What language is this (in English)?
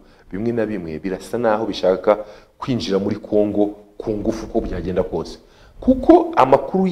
Kinyarwanda